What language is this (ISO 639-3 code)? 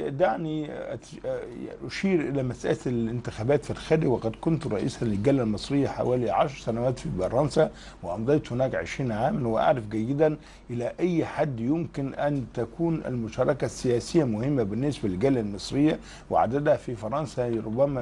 ara